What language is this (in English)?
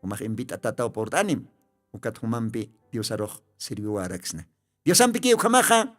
Aymara